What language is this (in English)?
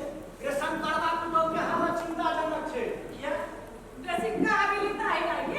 Maithili